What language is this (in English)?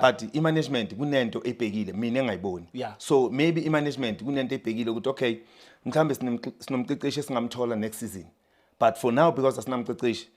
Zulu